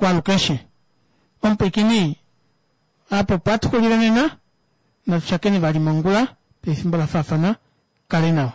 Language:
Kuanyama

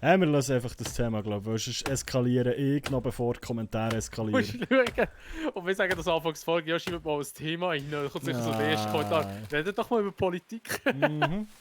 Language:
Swiss German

